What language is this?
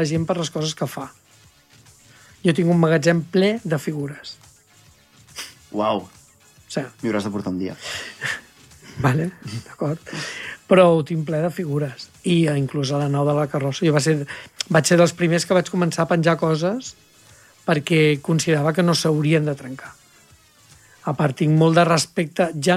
Catalan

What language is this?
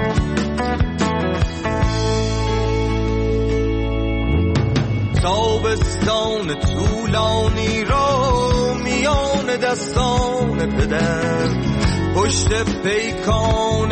Persian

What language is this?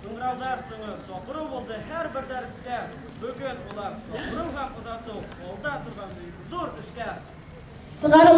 Bashkir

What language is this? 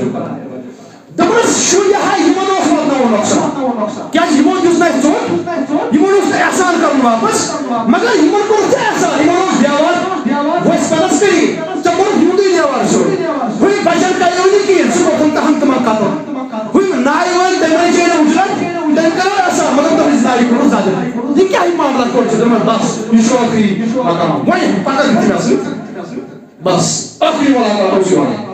Kashmiri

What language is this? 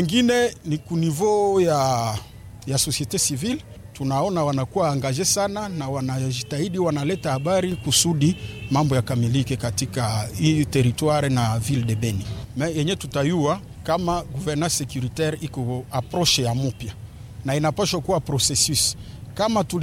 Swahili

